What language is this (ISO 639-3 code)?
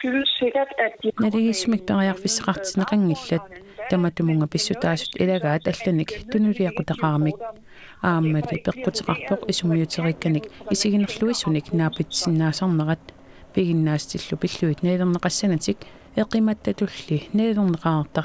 kal